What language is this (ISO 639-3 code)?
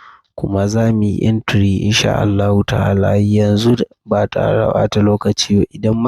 hau